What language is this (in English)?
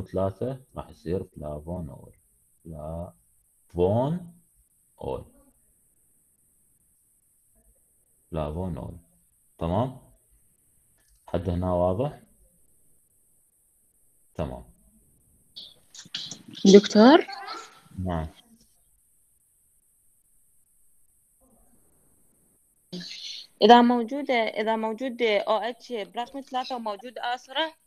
Mesopotamian Arabic